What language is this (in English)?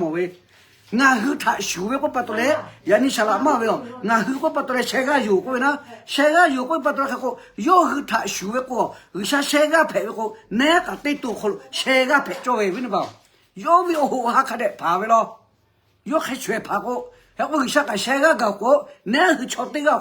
Lahu